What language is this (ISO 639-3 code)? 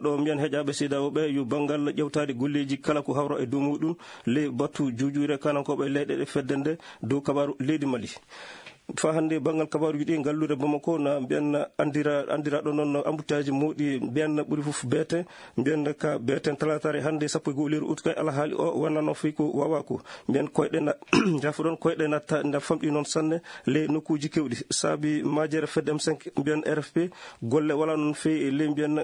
ful